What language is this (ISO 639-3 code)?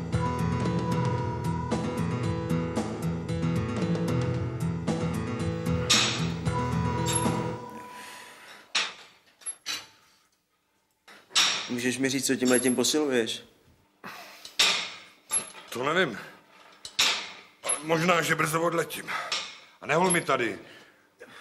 ces